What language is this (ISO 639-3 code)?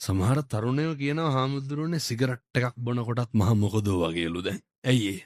sin